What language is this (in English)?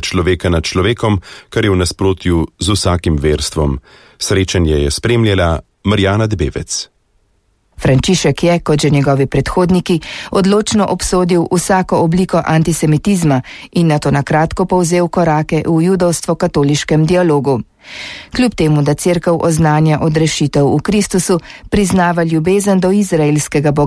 Slovenian